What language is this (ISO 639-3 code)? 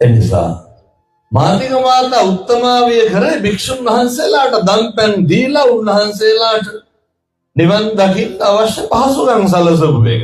sin